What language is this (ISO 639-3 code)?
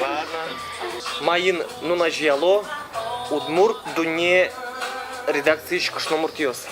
udm